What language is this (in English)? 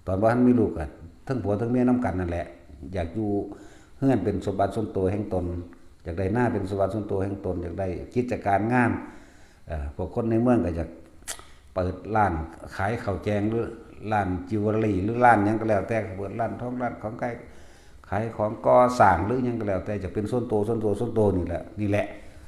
Northeastern Thai